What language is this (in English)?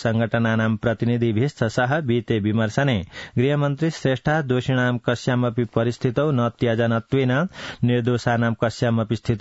Sanskrit